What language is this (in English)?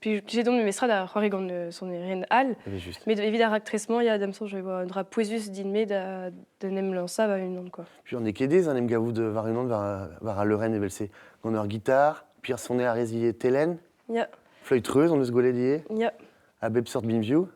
Breton